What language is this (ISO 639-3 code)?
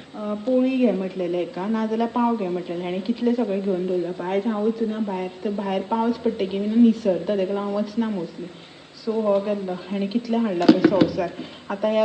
kok